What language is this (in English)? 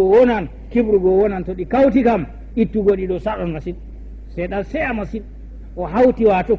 Fula